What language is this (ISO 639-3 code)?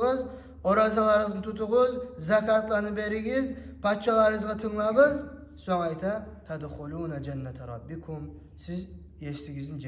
kum